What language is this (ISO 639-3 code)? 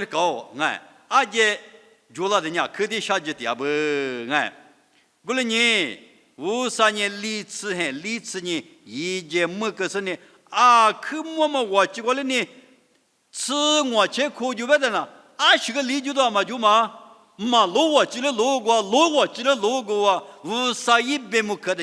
lis